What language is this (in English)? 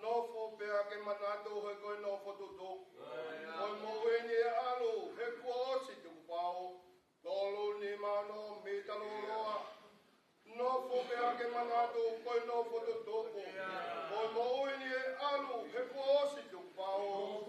Tongan